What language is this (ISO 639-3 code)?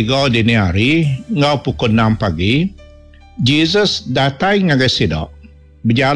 iba